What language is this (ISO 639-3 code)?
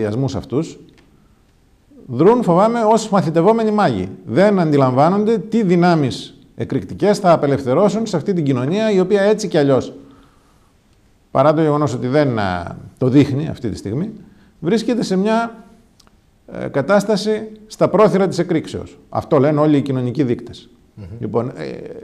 ell